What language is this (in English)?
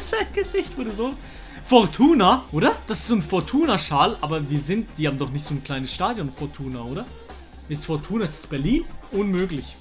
Swiss German